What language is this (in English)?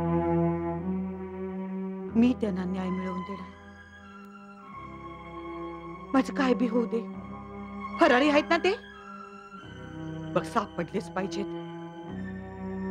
Marathi